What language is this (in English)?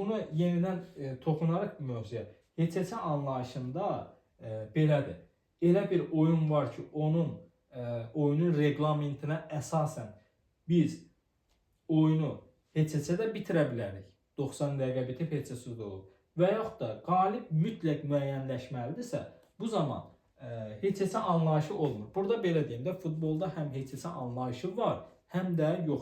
Azerbaijani